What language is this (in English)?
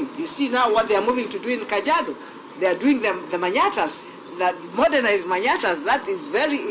Kamba